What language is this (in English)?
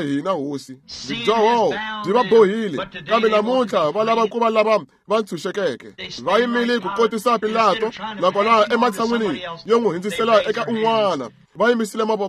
Tsonga